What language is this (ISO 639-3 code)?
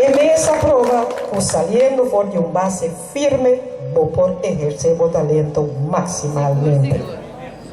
pap